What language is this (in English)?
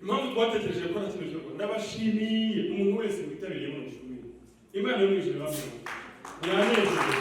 Kinyarwanda